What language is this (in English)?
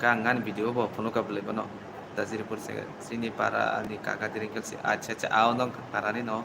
Kok Borok